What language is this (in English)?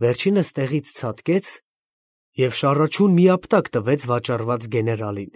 Armenian